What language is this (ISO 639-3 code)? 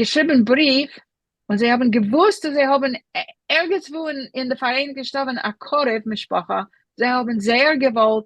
yid